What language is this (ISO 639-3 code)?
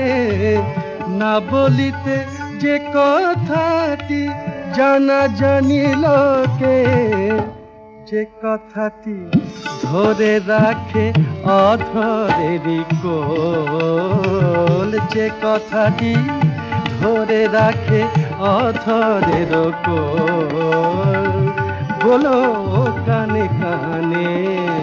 ben